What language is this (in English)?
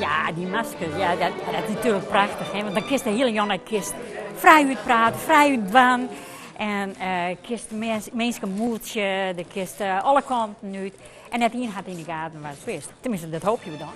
Western Frisian